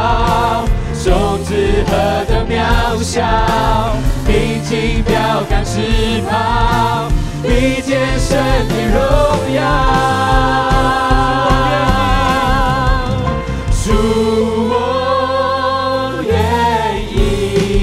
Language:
Chinese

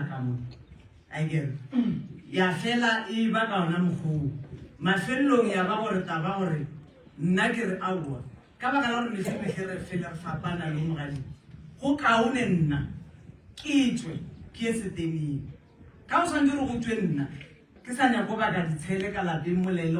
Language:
Northern Sotho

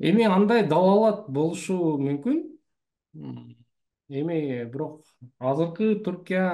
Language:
Kyrgyz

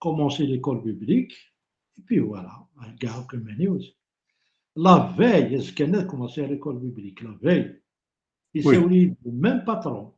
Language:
Kabyle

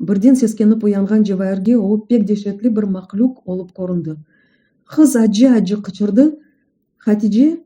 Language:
Crimean Tatar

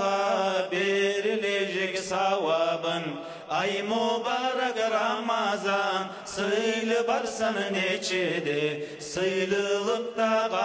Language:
Kumyk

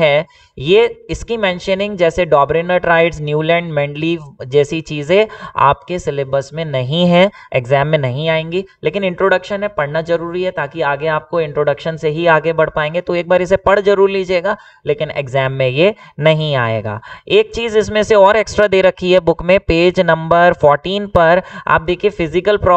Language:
Hindi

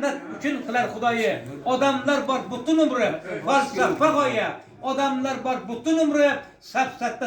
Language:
Uzbek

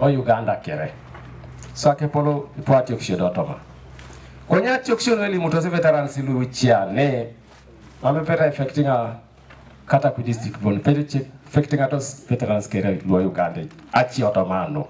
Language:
Teso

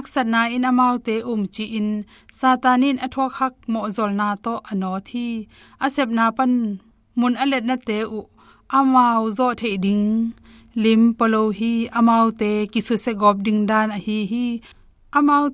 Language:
Tedim Chin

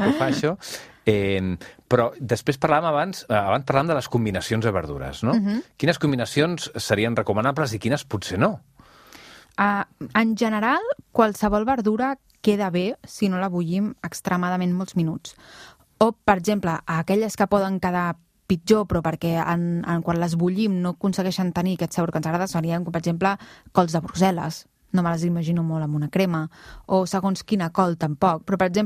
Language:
Catalan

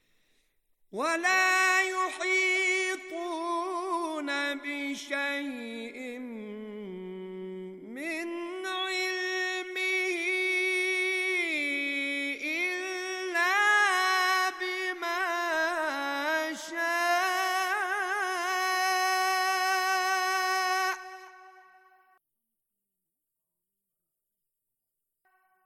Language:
Bangla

